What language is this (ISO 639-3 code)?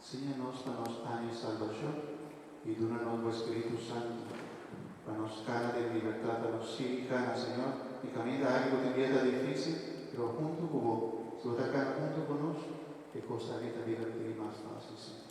pap